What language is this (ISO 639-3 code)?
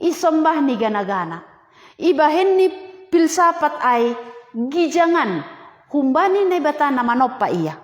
bts